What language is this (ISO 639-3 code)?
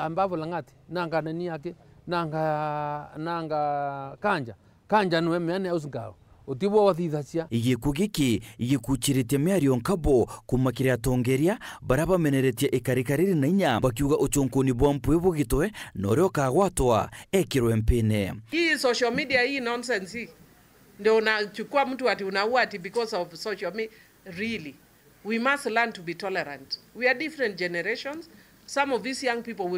mer